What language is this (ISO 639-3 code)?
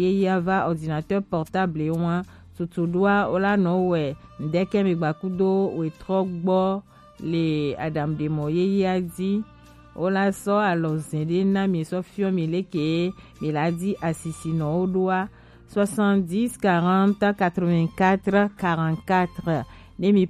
gej